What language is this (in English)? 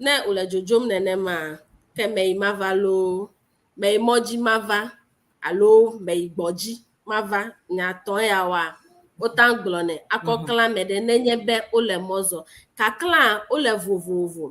Ewe